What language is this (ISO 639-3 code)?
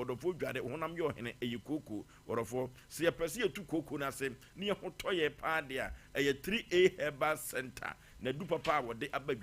aka